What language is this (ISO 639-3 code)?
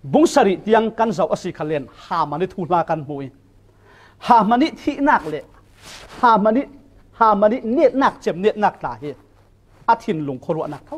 cfm